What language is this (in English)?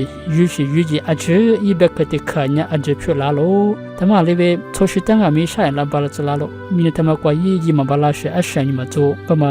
Lisu